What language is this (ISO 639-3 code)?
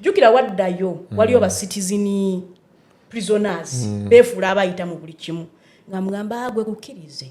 lug